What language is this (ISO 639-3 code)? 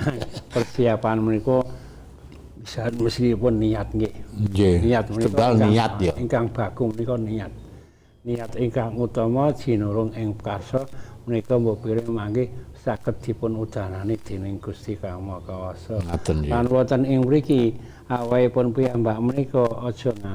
jav